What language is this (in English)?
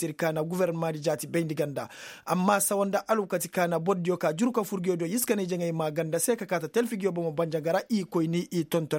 Koyraboro Senni